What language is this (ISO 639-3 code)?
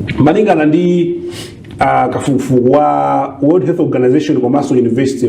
nya